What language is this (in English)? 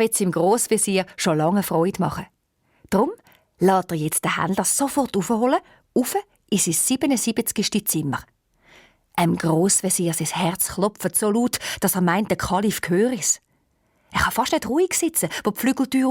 Swiss German